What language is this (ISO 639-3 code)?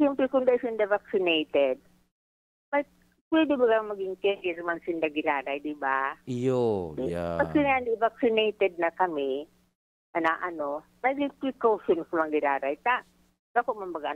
bik